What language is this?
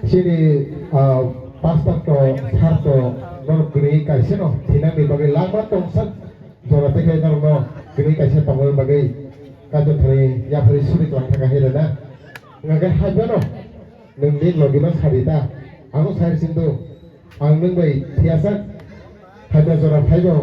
Kok Borok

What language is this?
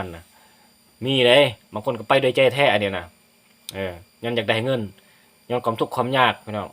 Lao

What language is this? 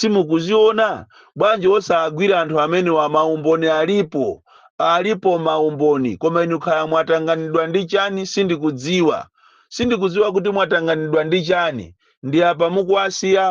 Nyanja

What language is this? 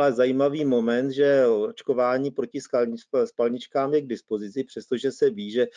Czech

